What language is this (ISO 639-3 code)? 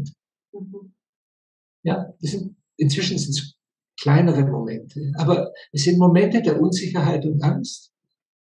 deu